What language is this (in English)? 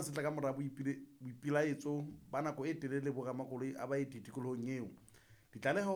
Southern Sotho